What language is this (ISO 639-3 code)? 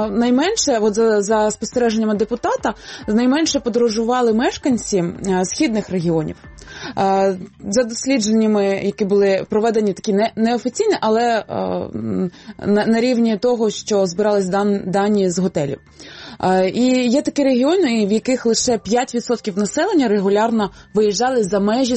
ukr